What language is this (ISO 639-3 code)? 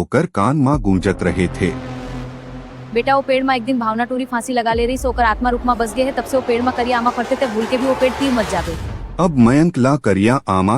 hne